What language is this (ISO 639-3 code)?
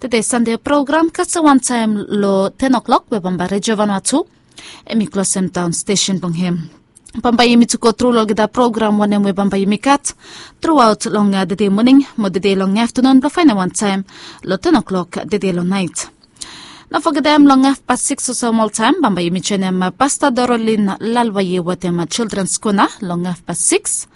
bis